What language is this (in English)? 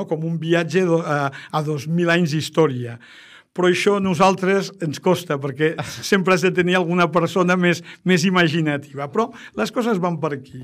Catalan